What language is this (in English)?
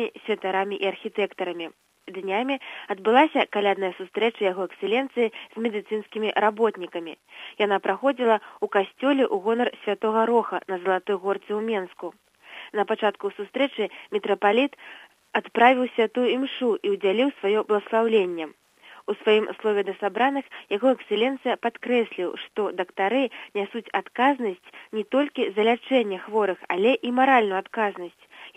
Belarusian